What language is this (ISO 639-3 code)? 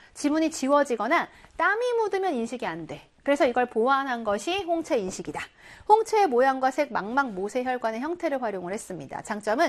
kor